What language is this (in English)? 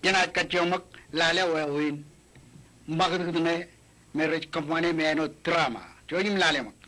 Marshallese